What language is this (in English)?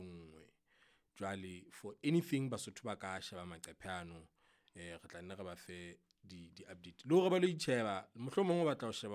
Southern Sotho